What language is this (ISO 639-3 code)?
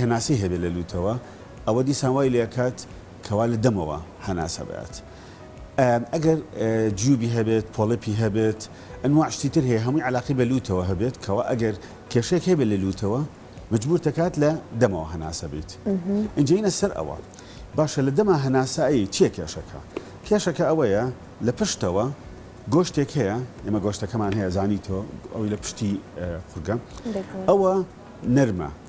ckb